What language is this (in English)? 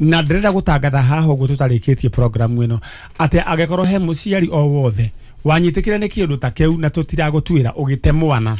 Kikuyu